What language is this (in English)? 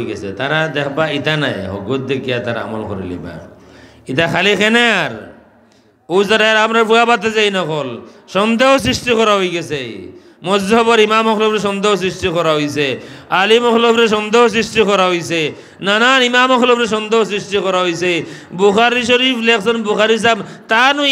Sylheti